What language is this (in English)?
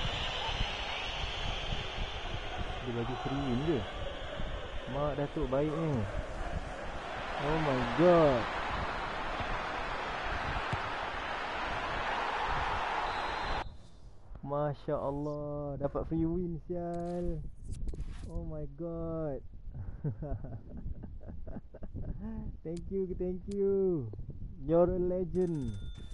Malay